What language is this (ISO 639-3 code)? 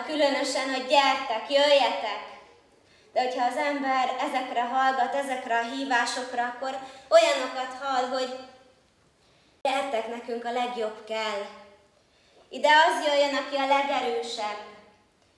hun